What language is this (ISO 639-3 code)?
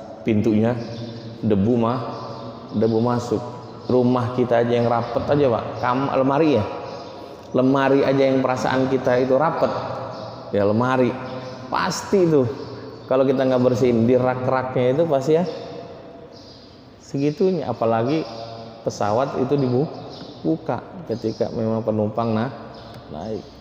ind